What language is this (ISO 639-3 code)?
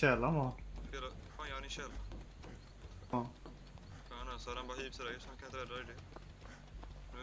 swe